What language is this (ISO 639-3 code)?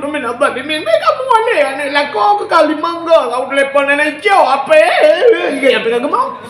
ace